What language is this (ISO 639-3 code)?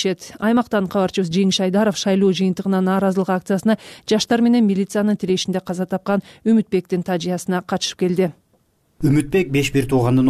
kir